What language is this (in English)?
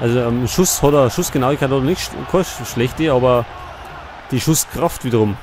Bavarian